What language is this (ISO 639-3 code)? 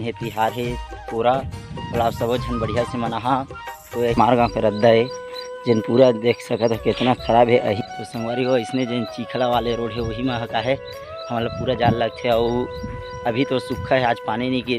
hne